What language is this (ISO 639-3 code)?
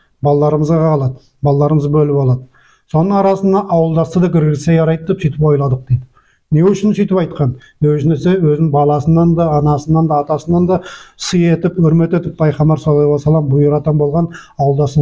nog